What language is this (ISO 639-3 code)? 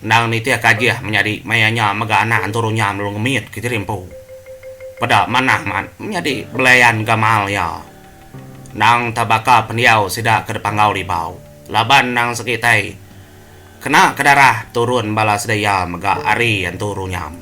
iba